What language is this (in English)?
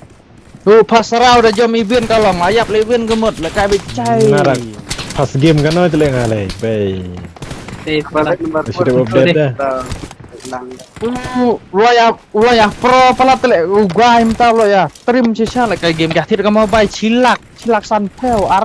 Khasi